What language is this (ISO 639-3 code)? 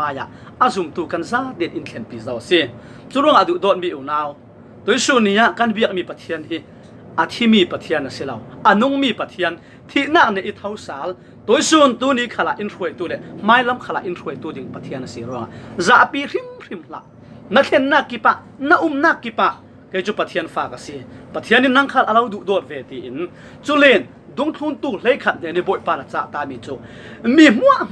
cfm